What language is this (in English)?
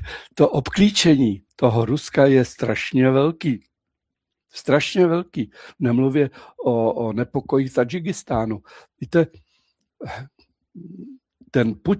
Czech